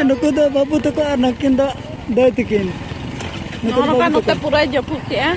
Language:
Santali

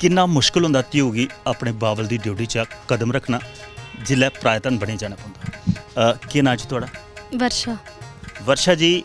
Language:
Dogri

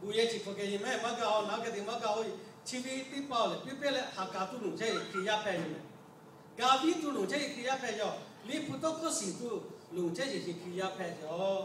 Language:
Lahu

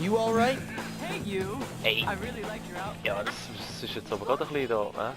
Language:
Swiss German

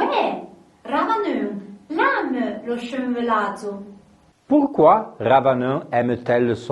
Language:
Arpitan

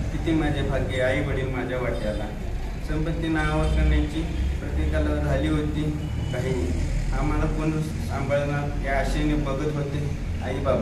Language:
Marathi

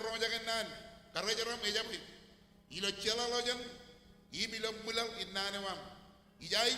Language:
Marshallese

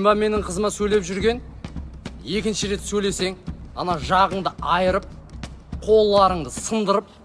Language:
Kara-Kalpak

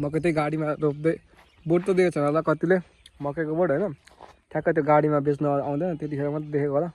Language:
Nepali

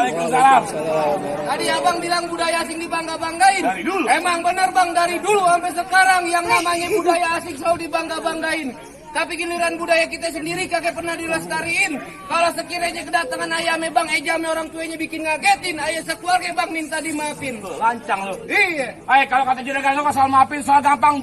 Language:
Betawi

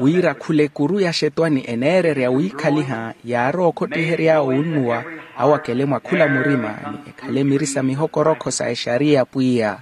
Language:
Makhuwa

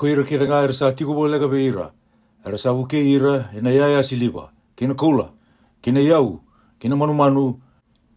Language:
Fijian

